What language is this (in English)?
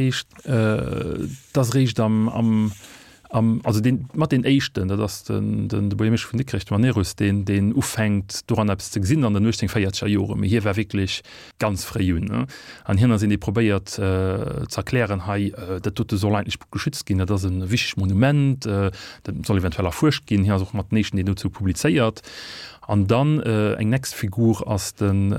Luxembourgish